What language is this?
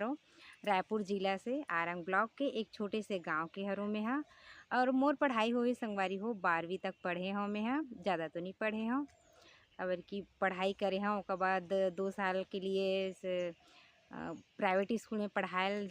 Chhattisgarhi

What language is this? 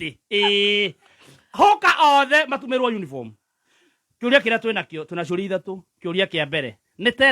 Kikuyu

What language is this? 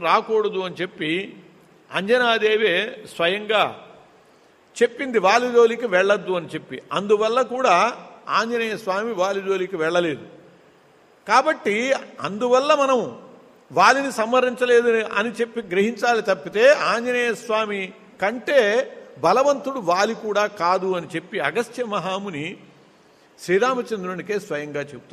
Telugu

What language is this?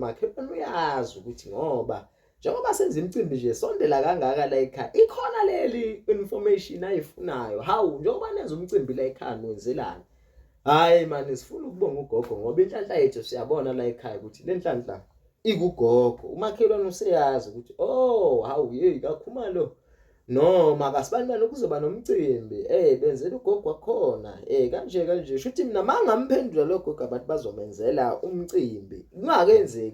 Zulu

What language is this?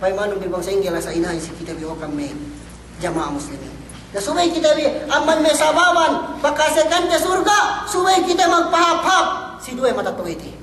Yakan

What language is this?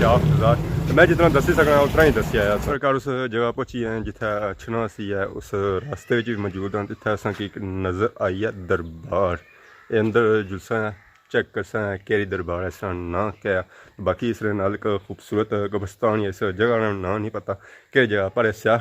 Pahari-Potwari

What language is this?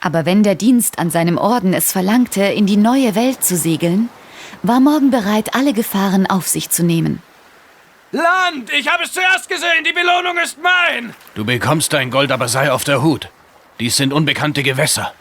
Bavarian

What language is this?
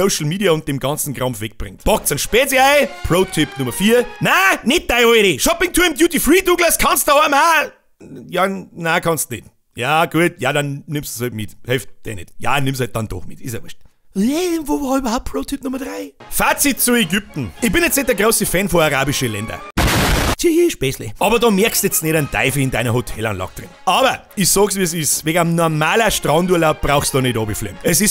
Bavarian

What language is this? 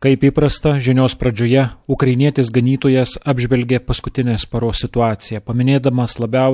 Lithuanian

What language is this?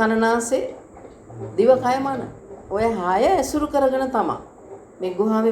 Sinhala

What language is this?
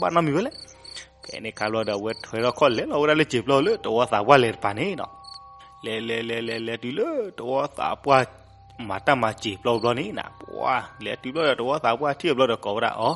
S'gaw Karen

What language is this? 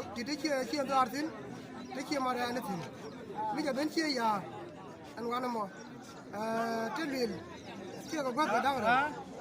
Nuer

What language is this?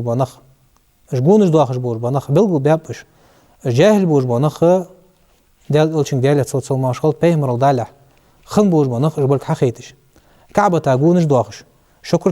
Ingush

